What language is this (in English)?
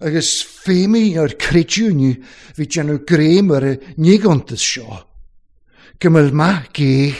Welsh